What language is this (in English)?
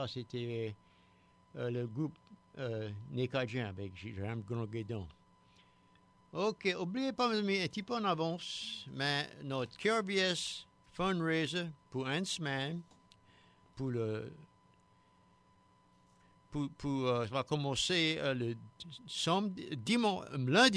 Cajun French